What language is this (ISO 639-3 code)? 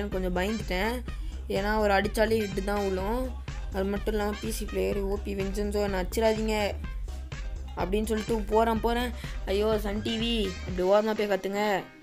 tam